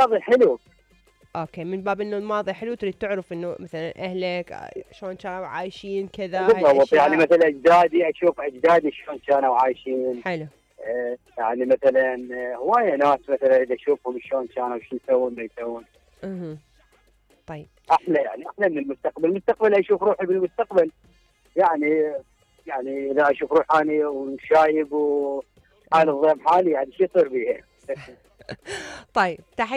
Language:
Mesopotamian Arabic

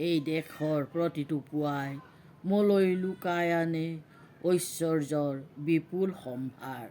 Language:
Assamese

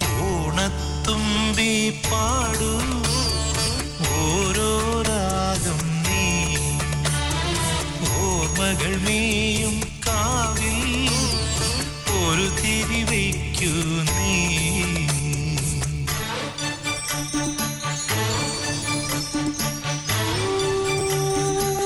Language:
Malayalam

